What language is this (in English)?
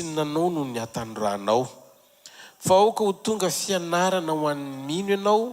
Malagasy